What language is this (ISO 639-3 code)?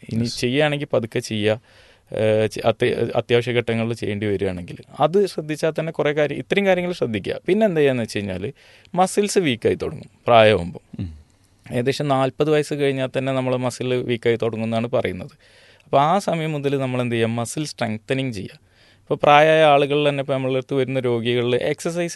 mal